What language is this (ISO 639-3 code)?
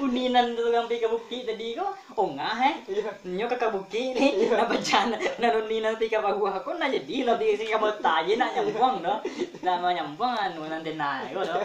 min